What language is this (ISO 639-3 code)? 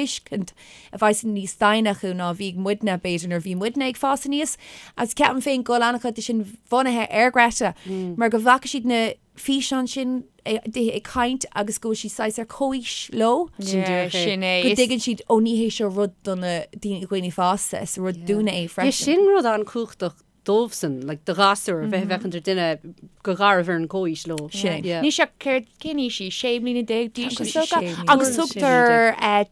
gle